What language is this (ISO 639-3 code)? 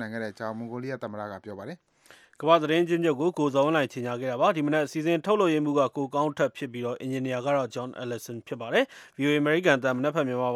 mya